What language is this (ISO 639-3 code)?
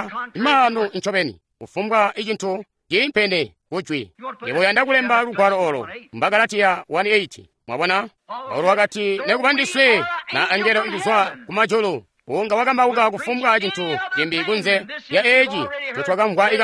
toi